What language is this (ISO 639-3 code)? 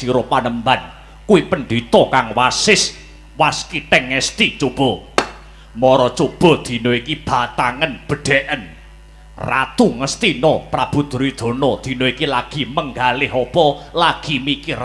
jav